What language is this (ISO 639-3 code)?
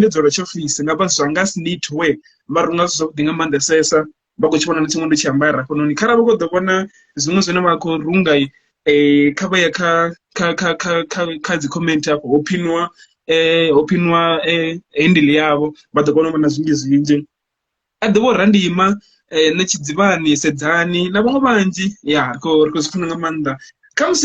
ven